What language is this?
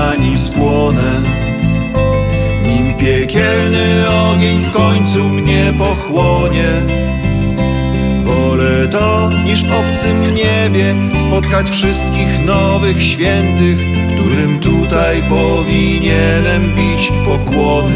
Polish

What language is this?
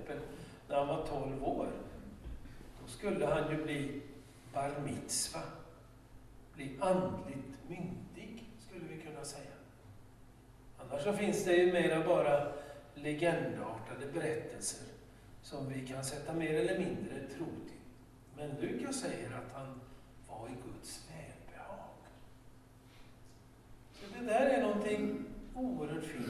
Swedish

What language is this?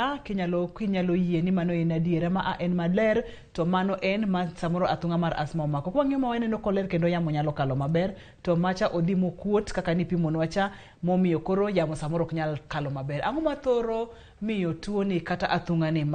Luo (Kenya and Tanzania)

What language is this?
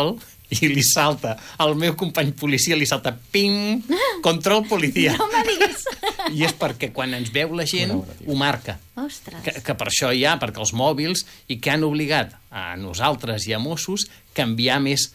Catalan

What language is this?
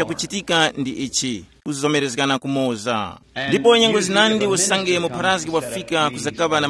Tumbuka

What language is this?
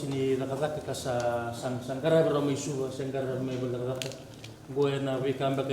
Fijian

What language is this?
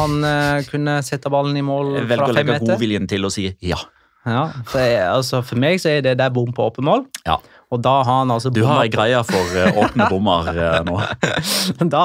Norwegian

